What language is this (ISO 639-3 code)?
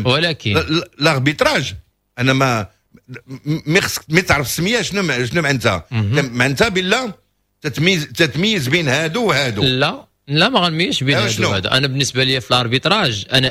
ary